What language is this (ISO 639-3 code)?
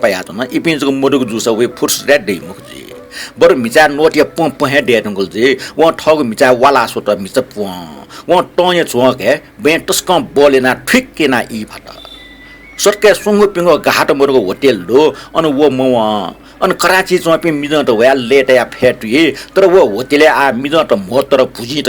new